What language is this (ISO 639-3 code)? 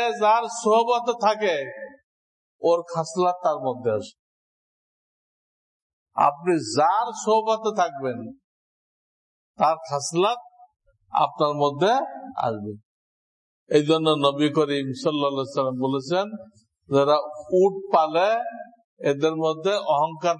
ben